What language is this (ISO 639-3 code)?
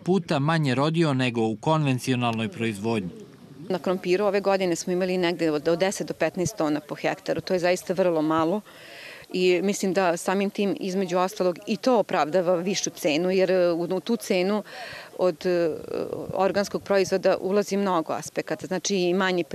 srp